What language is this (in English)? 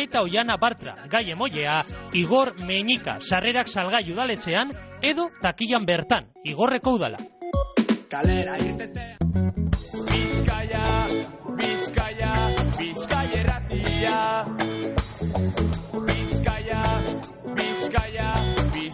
Basque